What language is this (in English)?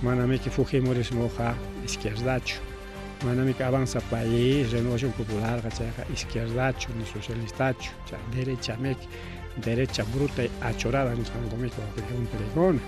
Ayacucho Quechua